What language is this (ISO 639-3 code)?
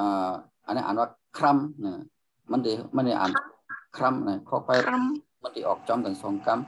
shn